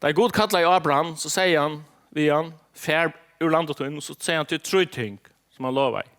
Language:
Faroese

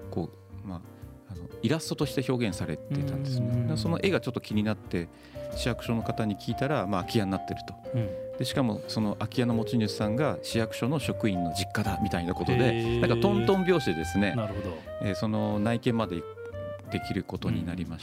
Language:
Japanese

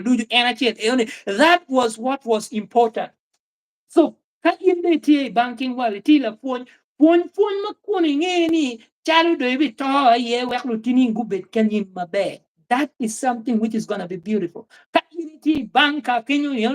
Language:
Acoli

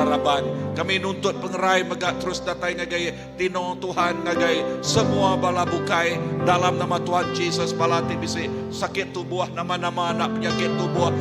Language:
Iban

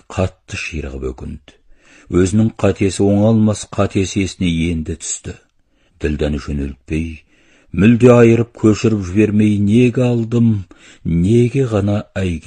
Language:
Kazakh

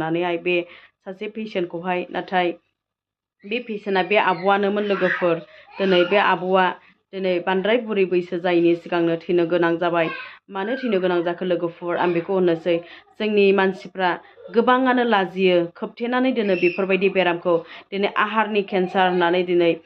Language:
Bodo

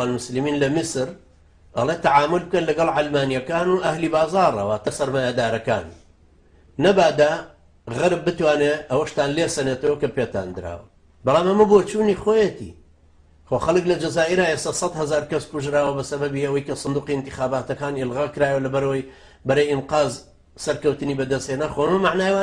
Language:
Central Kurdish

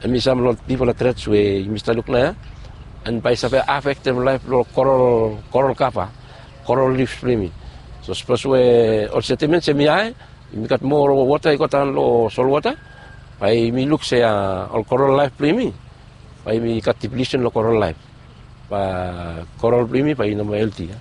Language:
Bislama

